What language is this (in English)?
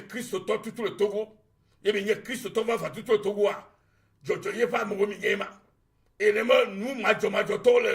Ewe